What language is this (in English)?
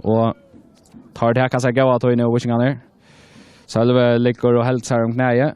Faroese